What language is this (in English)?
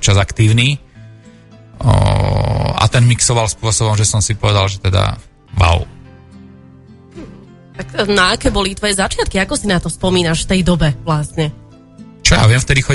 Slovak